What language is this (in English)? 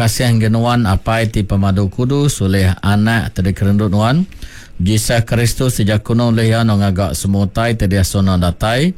Iban